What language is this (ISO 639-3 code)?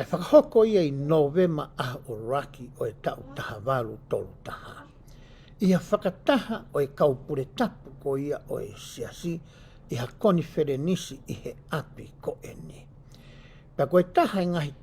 ton